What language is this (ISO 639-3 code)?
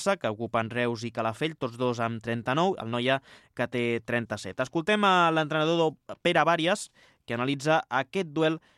cat